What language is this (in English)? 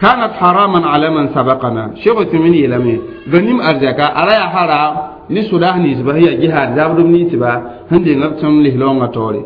Mossi